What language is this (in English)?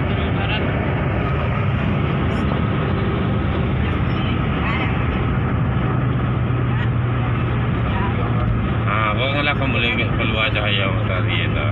Minangkabau